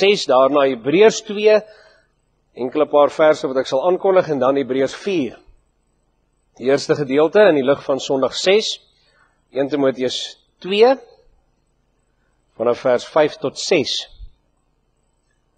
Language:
Afrikaans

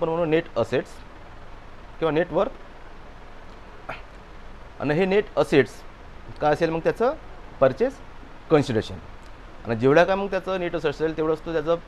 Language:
Marathi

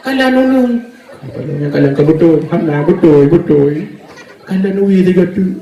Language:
Achinese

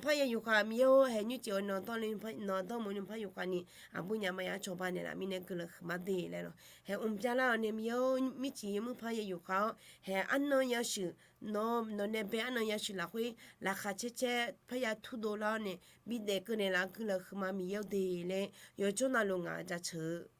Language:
Akha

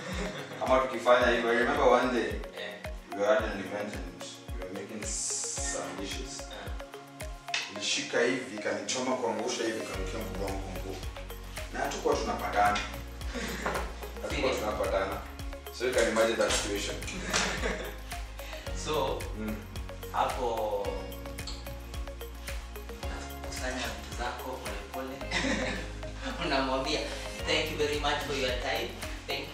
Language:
Swahili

